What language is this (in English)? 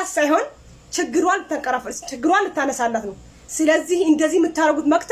Amharic